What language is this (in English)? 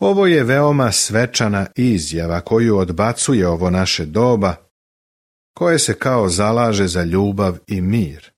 Serbian